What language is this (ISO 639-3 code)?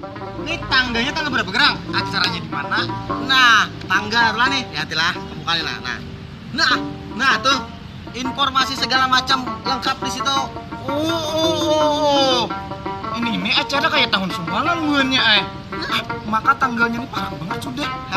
bjn